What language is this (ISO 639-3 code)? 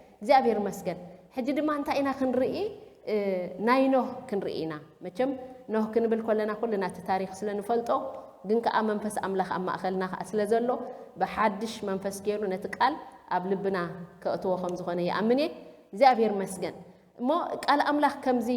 tir